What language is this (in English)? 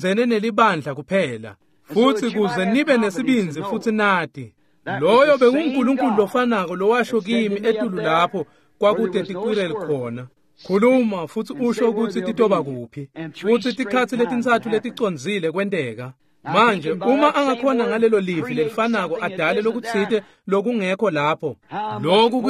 Swati